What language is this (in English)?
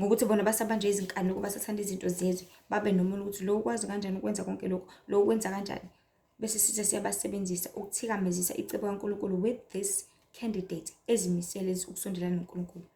Zulu